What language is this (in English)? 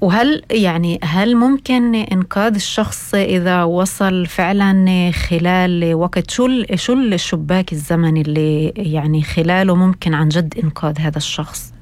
North Levantine Arabic